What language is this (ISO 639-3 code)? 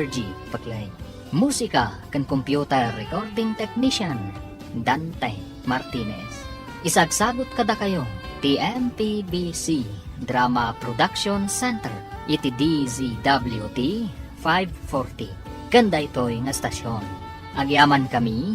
ilo